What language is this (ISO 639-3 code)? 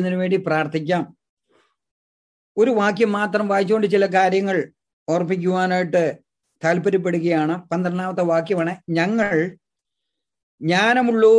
mal